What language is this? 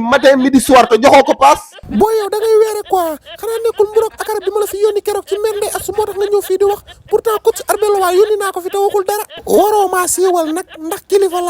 Wolof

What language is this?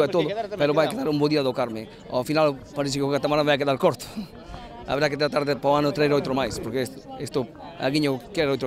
Galician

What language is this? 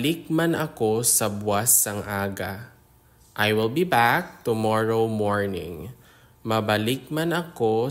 Hiligaynon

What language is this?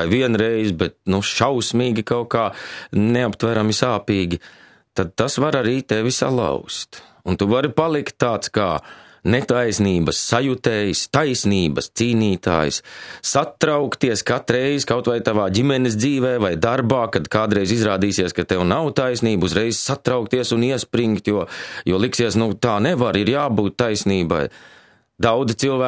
Latvian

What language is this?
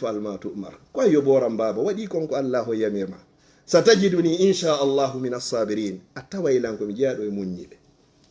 Fula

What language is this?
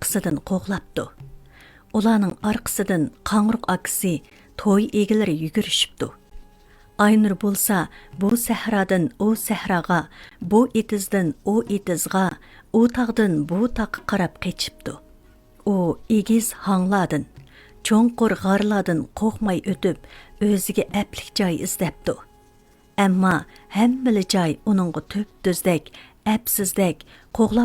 Uyghur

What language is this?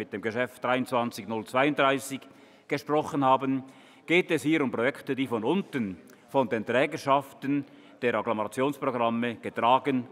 German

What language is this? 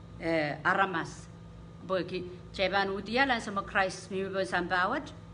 Pohnpeian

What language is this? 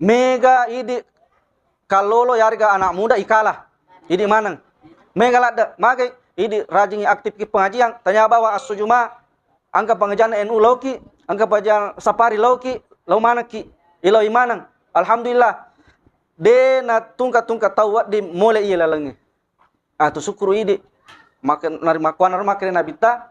Buginese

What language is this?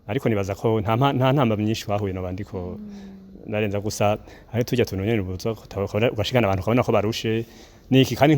Rundi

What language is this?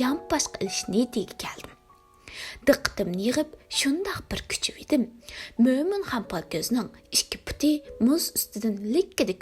Uyghur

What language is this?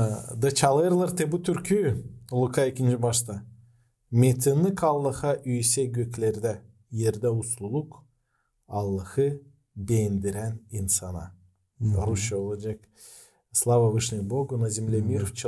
Gagauz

